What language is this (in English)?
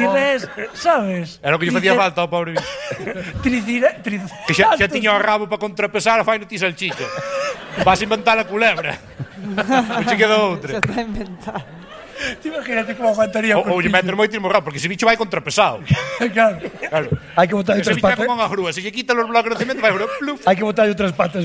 Galician